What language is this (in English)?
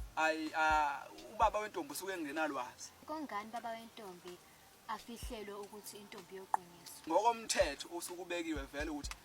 Zulu